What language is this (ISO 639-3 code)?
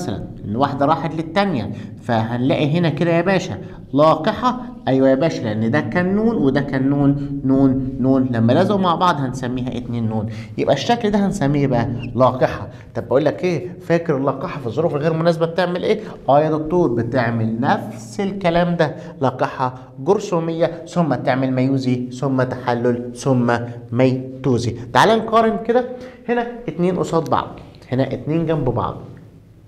arz